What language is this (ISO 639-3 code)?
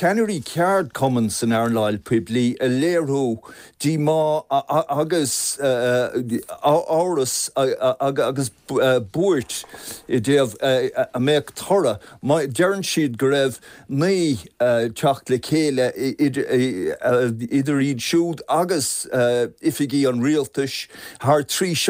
gle